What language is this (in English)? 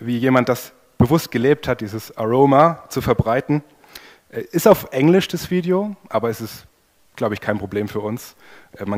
German